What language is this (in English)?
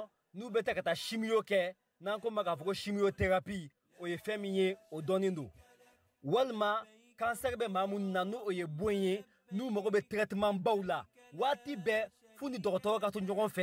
Bambara